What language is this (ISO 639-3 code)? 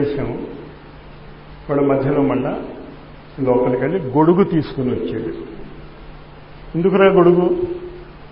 tel